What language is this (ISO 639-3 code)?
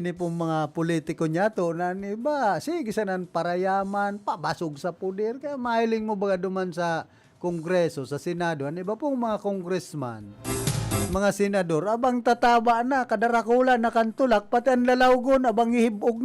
bik